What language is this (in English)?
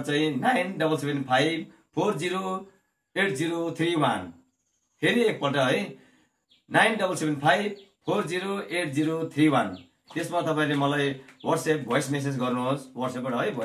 Nepali